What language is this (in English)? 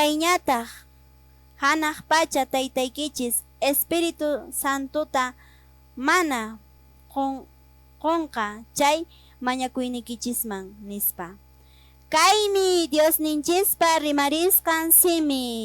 Quechua